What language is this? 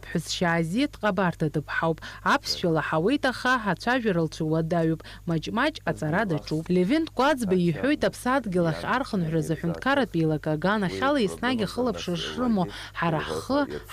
Abkhazian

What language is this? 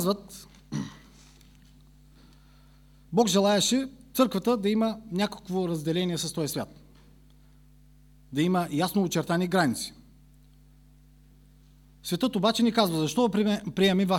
Bulgarian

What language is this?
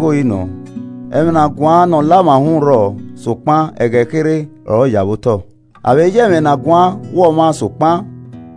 Esan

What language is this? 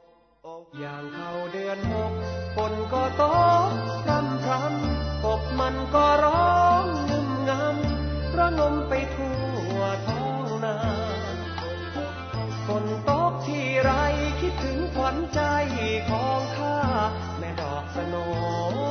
Thai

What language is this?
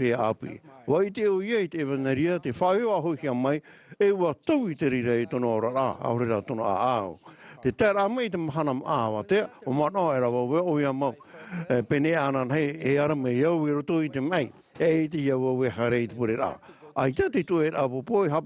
Tahitian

